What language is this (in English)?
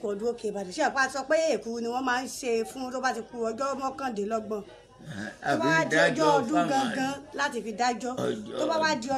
Yoruba